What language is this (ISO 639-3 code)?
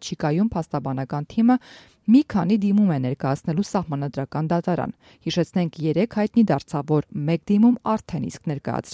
hye